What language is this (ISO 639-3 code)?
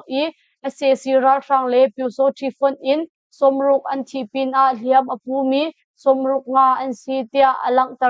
cnh